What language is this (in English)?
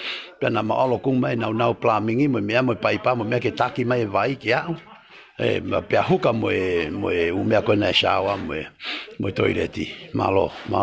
Tongan